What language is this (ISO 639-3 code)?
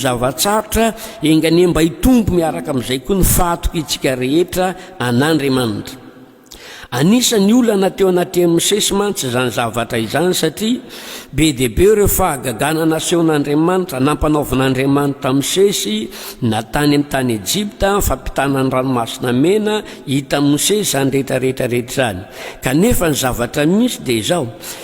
mlg